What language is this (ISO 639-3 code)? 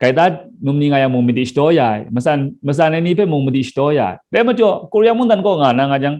kac